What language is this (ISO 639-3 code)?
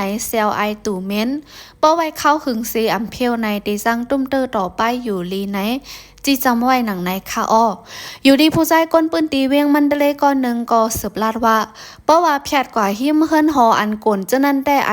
shn